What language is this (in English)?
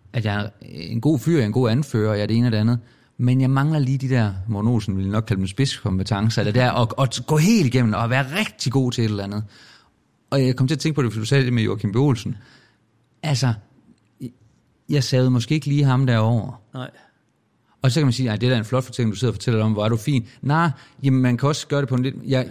Danish